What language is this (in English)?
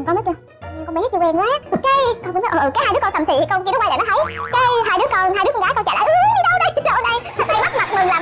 Vietnamese